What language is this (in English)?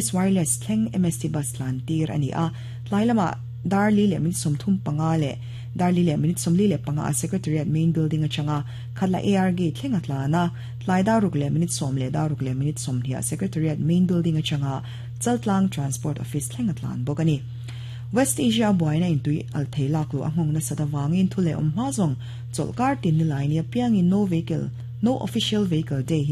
Mizo